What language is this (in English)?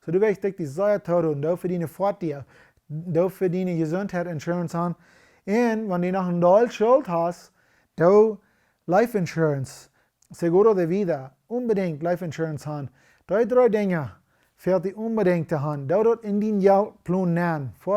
Plautdietsch